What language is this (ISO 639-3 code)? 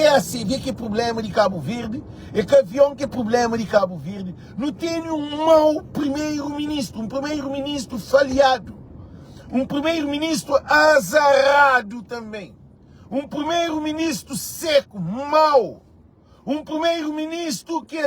kea